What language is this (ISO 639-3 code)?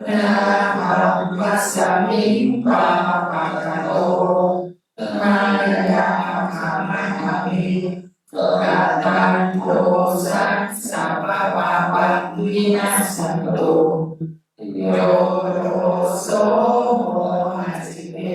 pli